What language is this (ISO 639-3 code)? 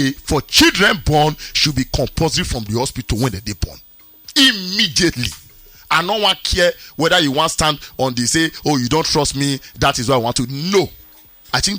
pcm